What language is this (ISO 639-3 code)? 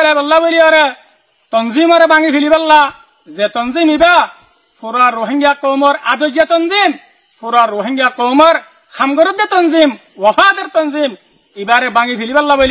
rhg